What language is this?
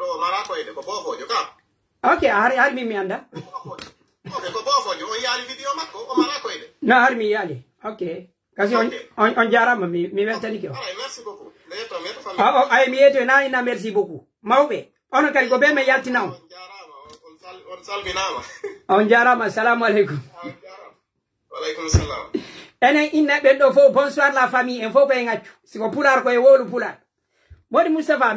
Pular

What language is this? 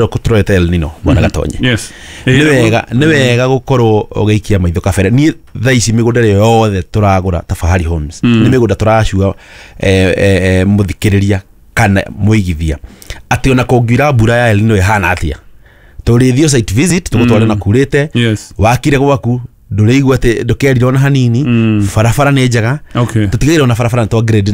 Kikuyu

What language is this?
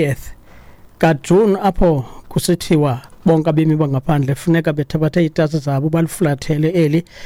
Xhosa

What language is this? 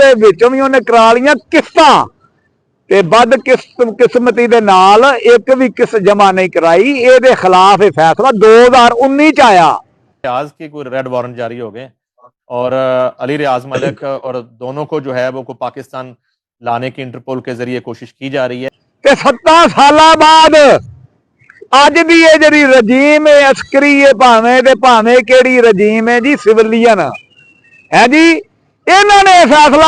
Western Panjabi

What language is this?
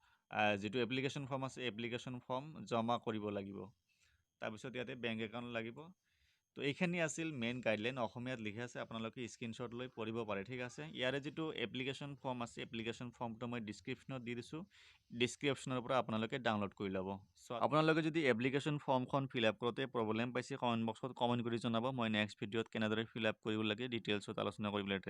Assamese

